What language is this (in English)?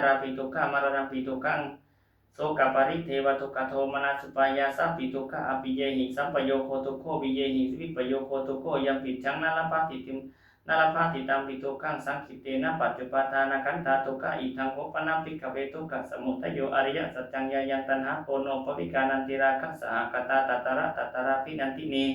Pali